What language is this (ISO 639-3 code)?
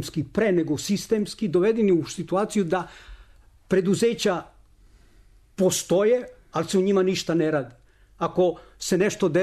srp